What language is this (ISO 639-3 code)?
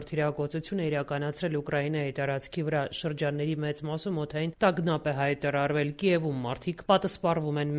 hye